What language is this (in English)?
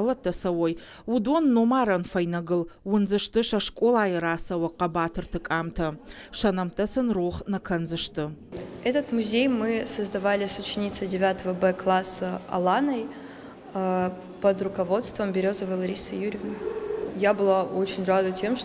Ossetic